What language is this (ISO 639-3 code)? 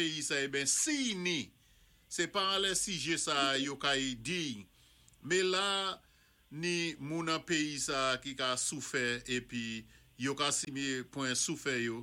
acf